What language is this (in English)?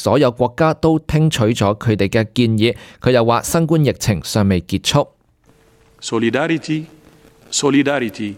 Cantonese